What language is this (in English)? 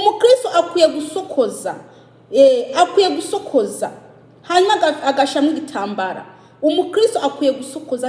Kinyarwanda